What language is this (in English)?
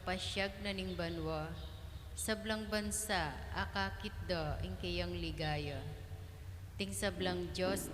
Pampanga